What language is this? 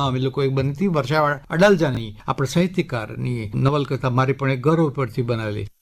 Gujarati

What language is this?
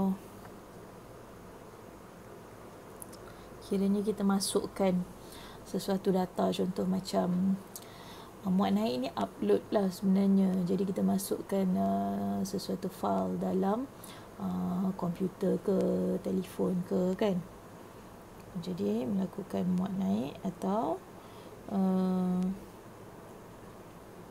Malay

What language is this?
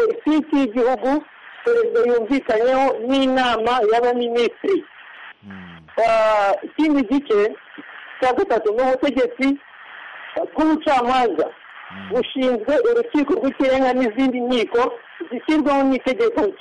Kinyarwanda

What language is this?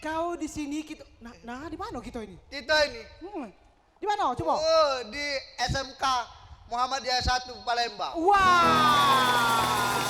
Musi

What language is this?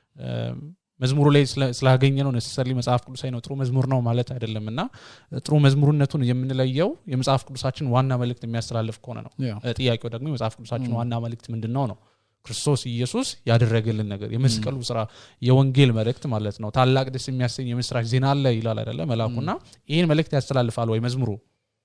Amharic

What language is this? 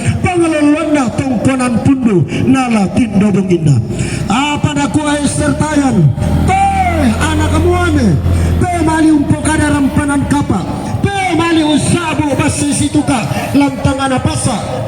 Toraja-Sa'dan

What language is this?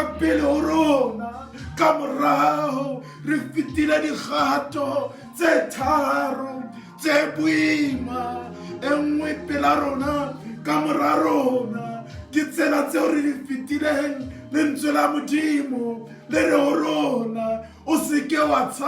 Southern Sotho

